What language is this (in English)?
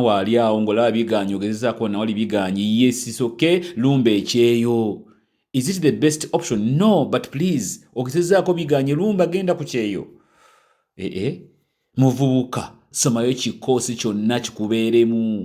Ganda